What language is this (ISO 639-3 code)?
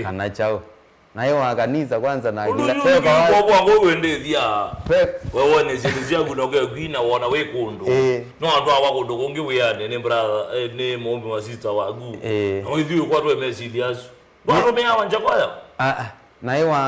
kam